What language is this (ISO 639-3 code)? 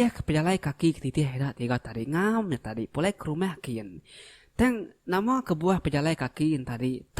iba